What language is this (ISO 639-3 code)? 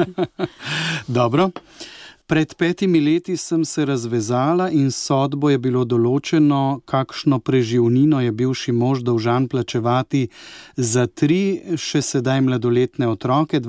slv